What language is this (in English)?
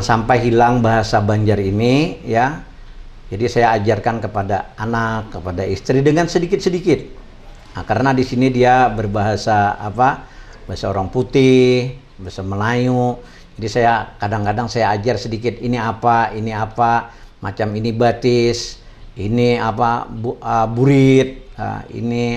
Banjar